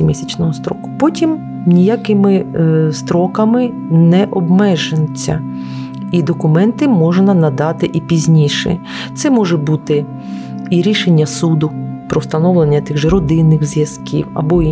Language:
Ukrainian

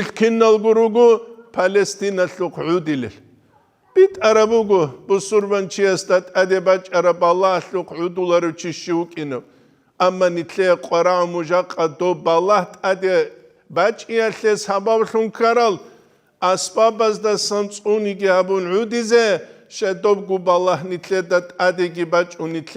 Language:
Avaric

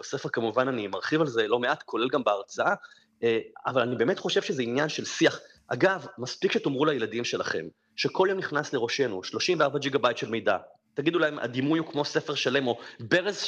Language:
Hebrew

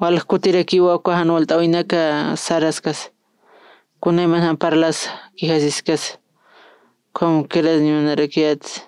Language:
Aymara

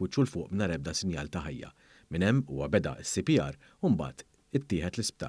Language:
Maltese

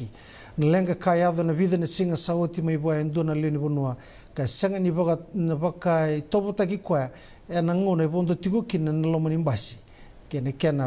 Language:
Fijian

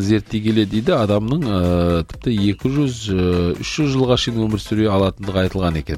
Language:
Kazakh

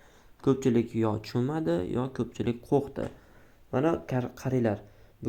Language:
Uzbek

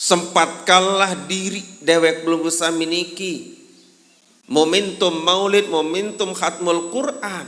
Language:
Sasak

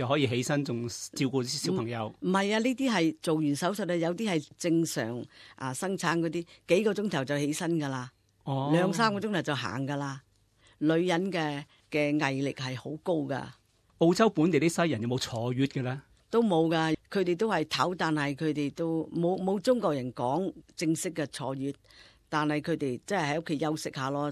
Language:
Cantonese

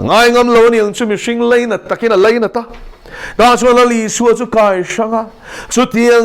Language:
Mizo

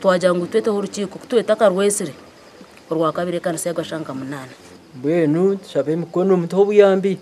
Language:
Nyankole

